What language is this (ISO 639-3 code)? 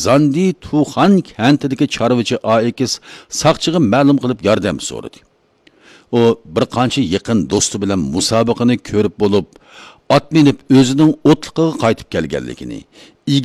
uig